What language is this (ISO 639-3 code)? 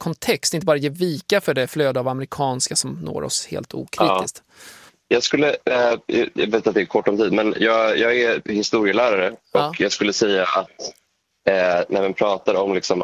swe